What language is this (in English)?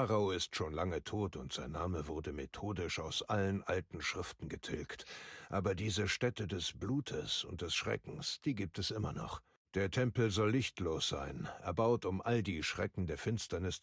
Bavarian